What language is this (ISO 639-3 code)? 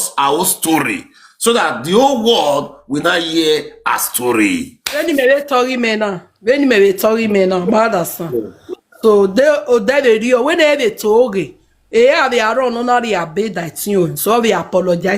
pcm